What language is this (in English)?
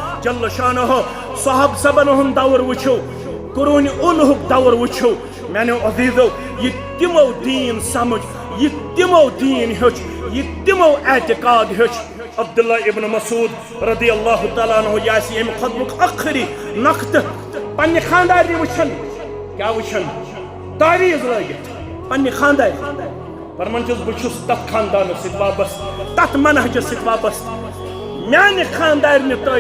Kashmiri